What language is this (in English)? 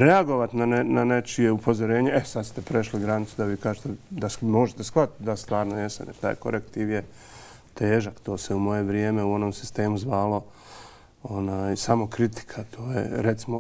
Bosnian